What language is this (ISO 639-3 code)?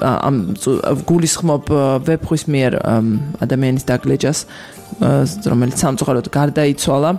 kat